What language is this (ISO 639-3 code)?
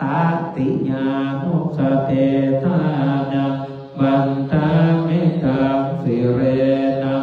pli